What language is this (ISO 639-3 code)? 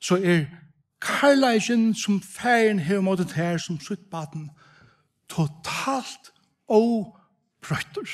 fao